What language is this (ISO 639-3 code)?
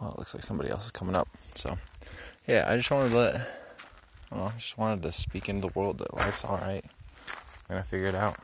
eng